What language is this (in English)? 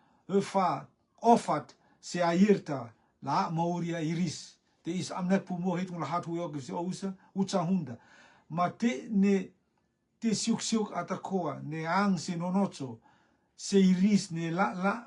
Rotuman